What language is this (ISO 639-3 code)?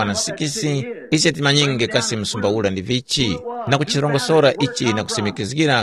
tum